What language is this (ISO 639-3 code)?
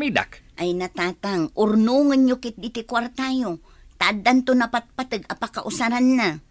ilo